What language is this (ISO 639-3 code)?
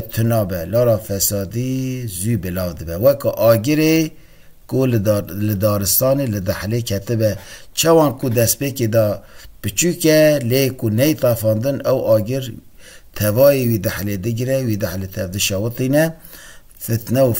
kur